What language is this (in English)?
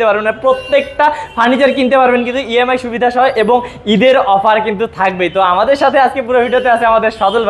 Bangla